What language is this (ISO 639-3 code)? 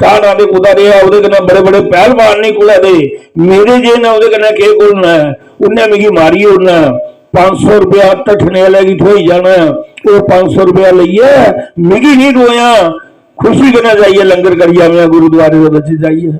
doi